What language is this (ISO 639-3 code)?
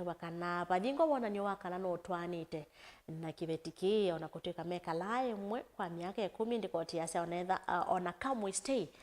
kam